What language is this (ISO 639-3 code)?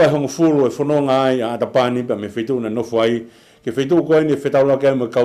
ton